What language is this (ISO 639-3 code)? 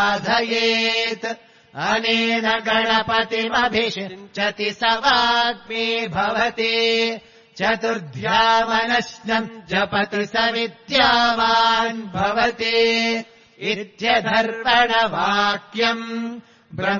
san